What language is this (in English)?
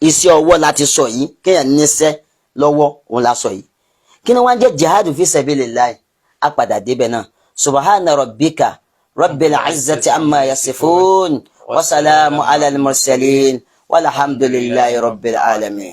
Yoruba